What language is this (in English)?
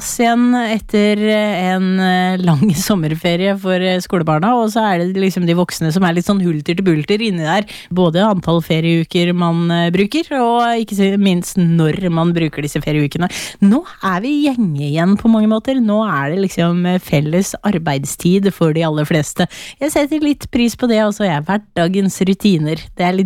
Norwegian